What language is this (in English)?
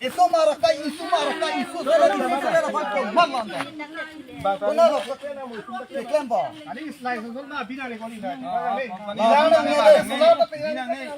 Karbi